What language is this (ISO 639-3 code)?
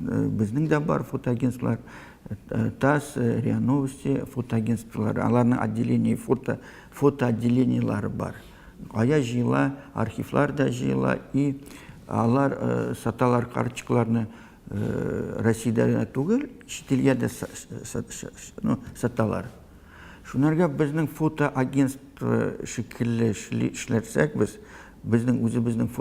tat